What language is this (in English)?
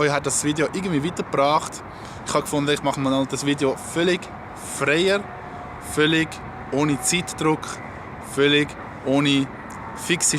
Swiss German